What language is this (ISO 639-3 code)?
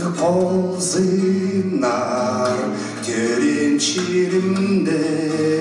kjh